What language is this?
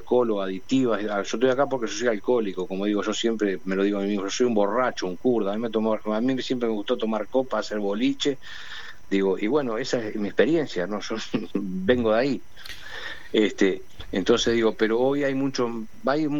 Spanish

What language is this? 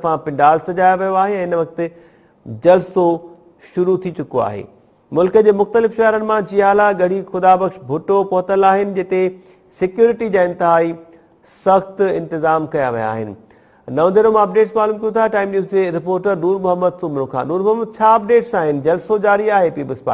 Sindhi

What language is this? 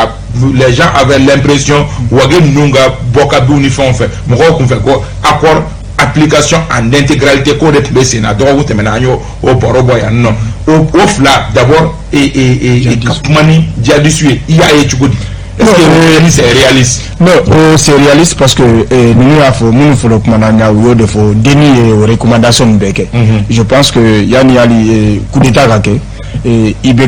Bambara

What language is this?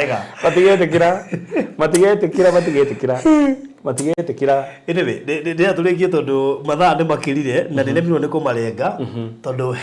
Kikuyu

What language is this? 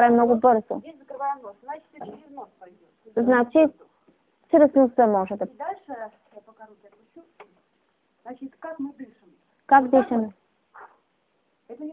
Bulgarian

